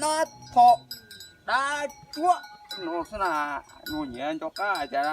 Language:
Hmong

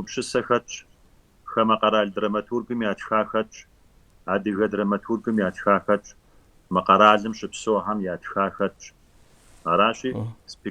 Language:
Kabardian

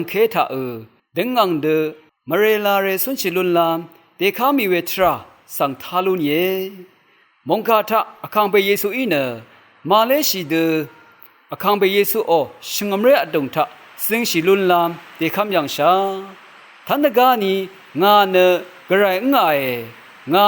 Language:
Rawang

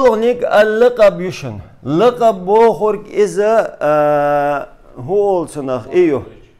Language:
Chechen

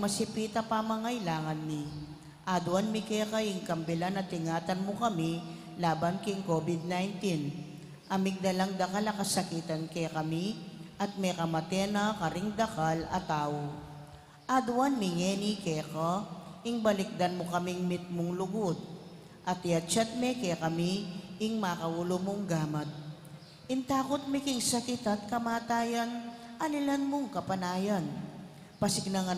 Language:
Pampanga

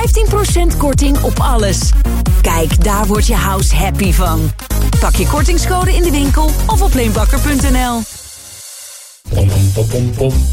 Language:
Dutch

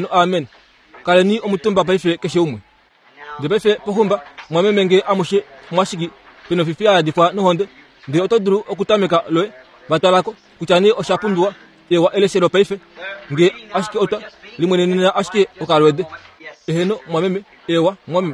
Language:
Kuanyama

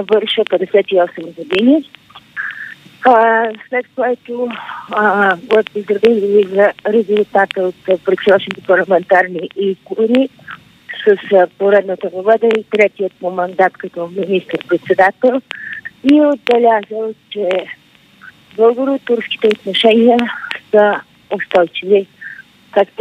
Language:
Bulgarian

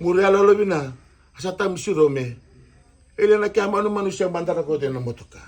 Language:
Fijian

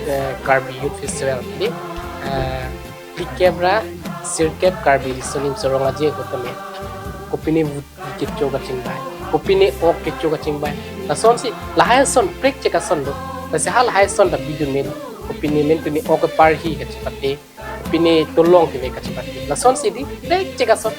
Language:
Karbi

